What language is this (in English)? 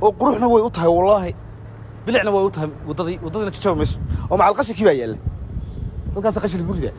Somali